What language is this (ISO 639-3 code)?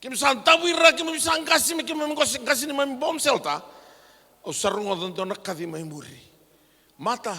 fij